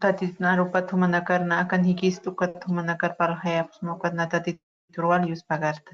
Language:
Aymara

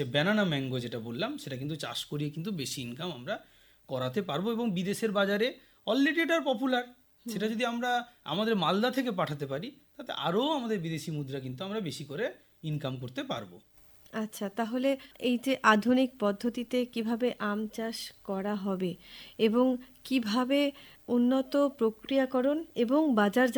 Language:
Bangla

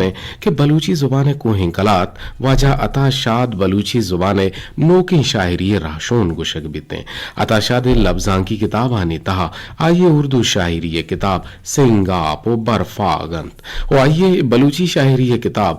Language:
Eastern Balochi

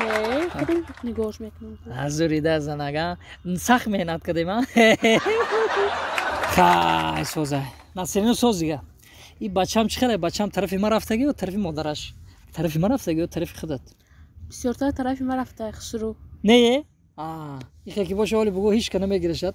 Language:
Tajik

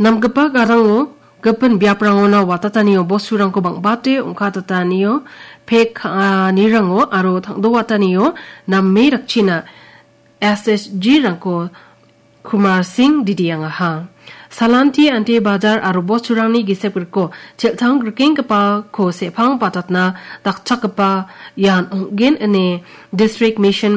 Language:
Garo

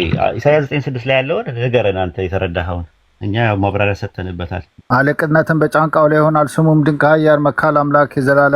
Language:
Amharic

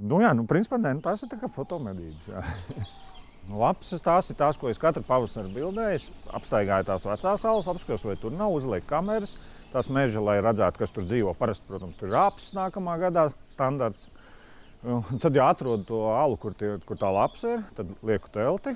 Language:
Latvian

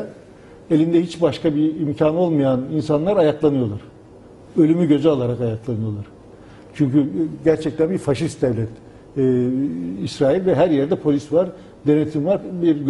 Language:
Turkish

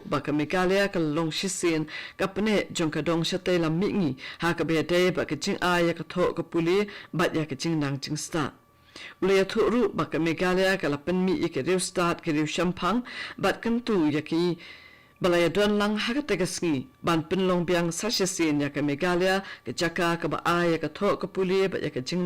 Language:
Khasi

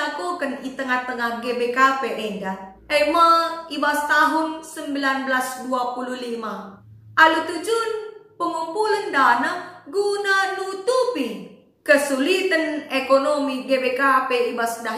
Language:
Batak Karo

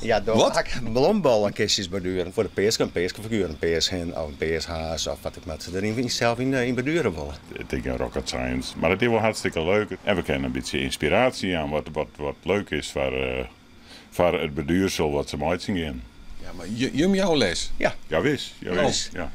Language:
Western Frisian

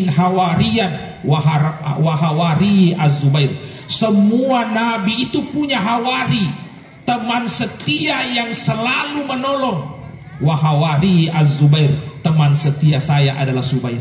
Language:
Buginese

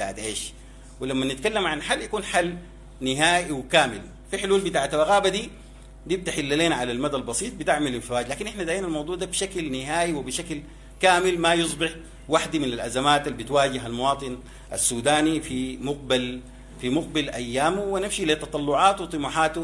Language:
Sudanese Arabic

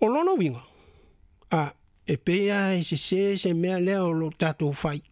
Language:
Samoan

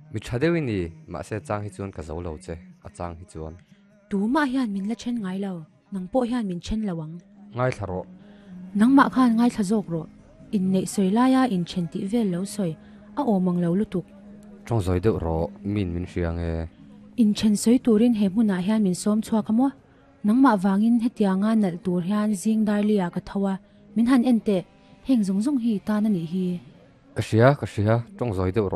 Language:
Mizo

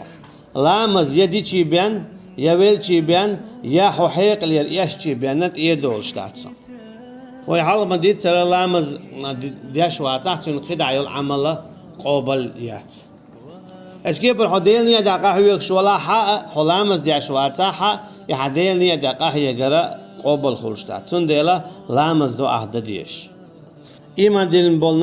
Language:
Chechen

